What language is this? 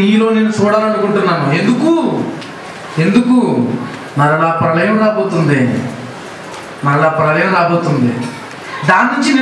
Telugu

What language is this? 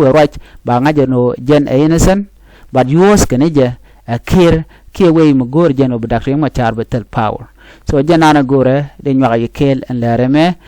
Nuer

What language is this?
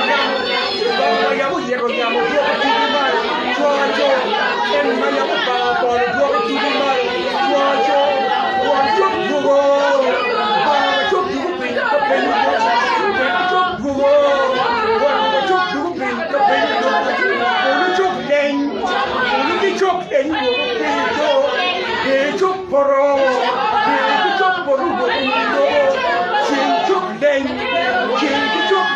Acoli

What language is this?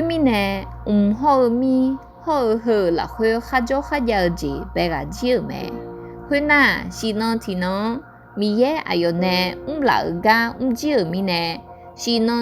Akha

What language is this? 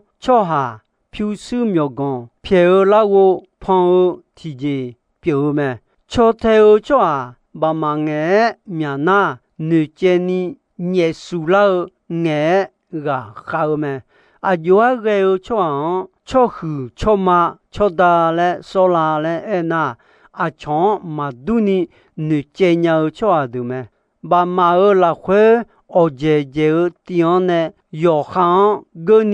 Akha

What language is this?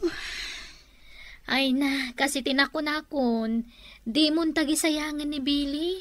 Iloko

